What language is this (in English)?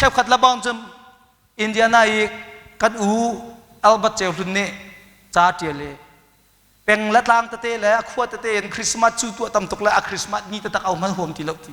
Hakha Chin